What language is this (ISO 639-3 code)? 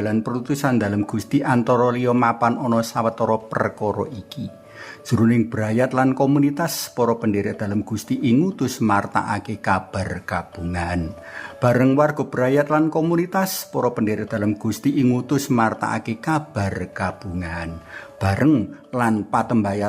jav